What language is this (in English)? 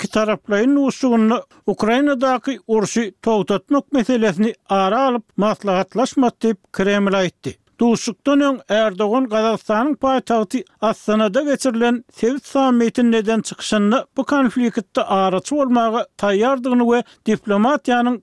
Turkmen